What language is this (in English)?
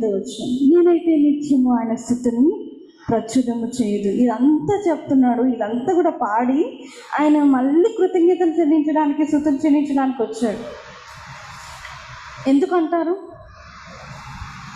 Telugu